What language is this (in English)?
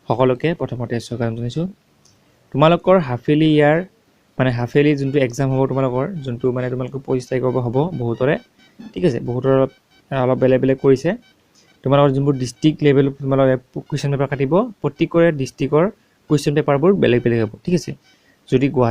Assamese